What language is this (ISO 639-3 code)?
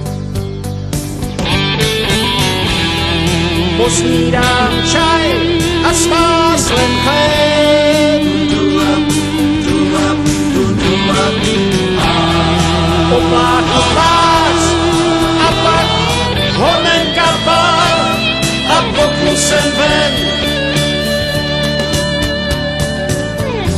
ces